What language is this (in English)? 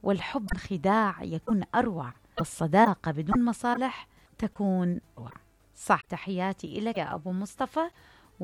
Mesopotamian Arabic